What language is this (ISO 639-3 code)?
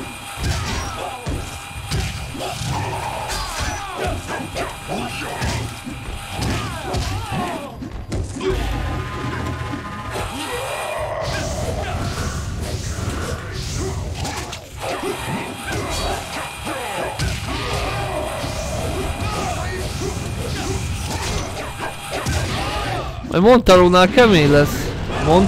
hun